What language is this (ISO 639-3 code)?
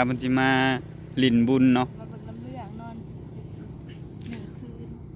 tts